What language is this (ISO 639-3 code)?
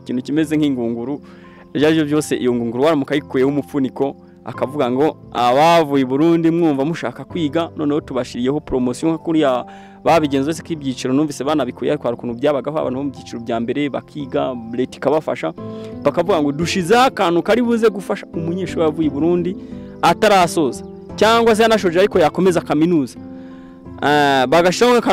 kin